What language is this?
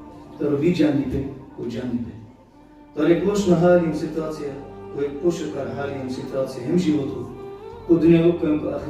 Balkan Romani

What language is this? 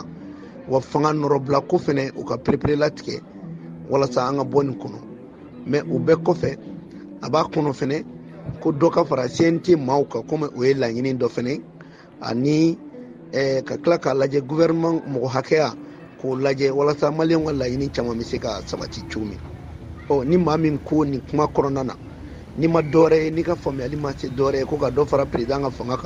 Bambara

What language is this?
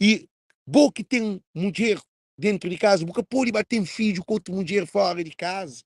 Kabuverdianu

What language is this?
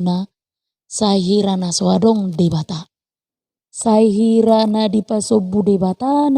Batak Toba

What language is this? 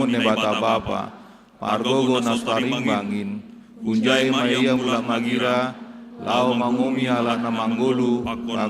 Batak Simalungun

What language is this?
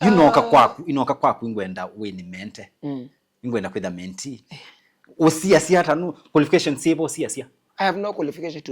Kamba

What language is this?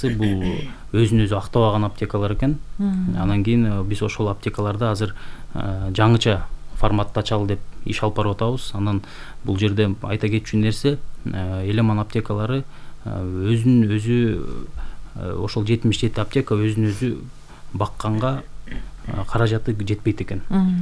Kyrgyz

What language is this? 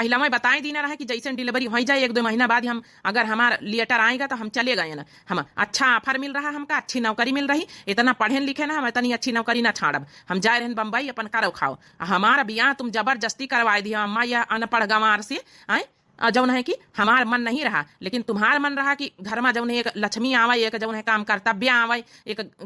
Awadhi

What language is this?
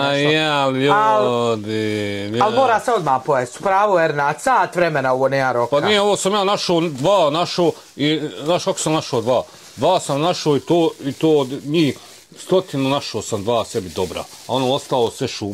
Bosnian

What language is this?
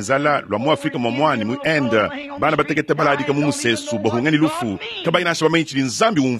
Luba-Lulua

